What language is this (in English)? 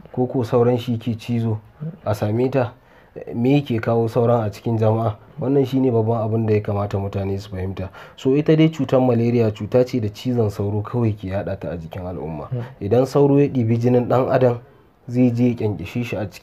Hausa